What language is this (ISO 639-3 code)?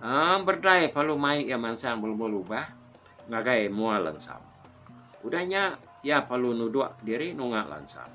iba